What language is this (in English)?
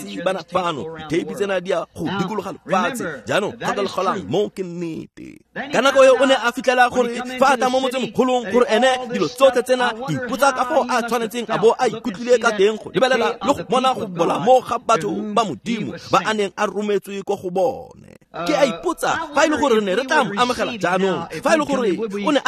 Tswana